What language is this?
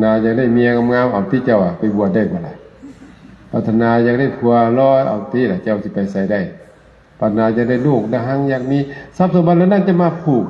Lao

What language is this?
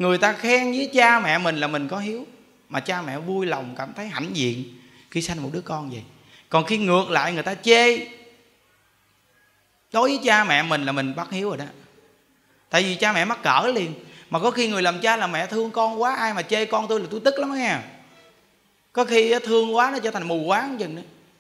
Vietnamese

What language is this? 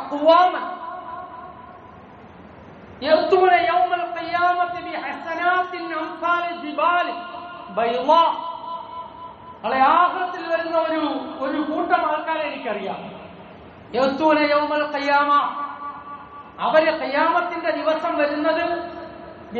Malayalam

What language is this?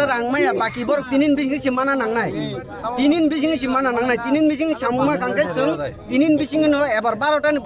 Kok Borok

